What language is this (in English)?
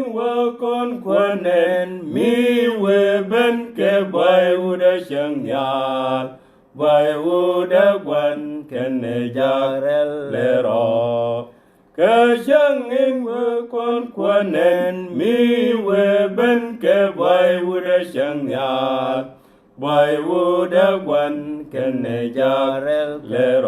Nuer